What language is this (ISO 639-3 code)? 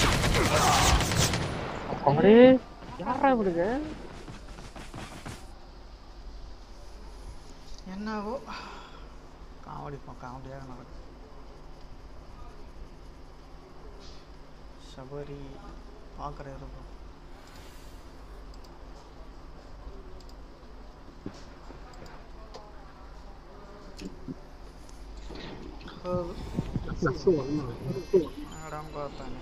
tam